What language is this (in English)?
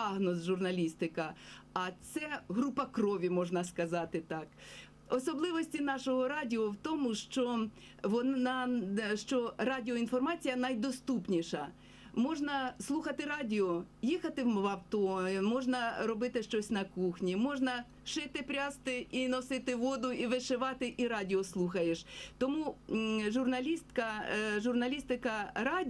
Ukrainian